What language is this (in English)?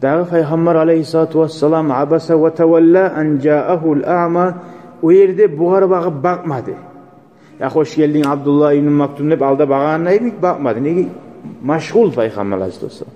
Kumyk